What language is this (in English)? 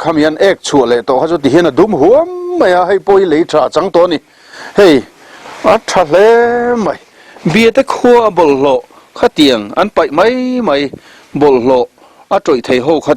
Mizo